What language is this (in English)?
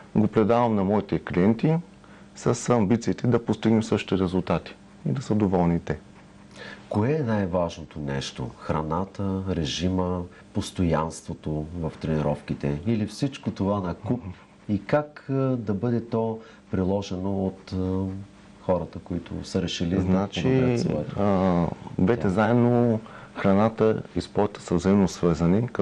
Bulgarian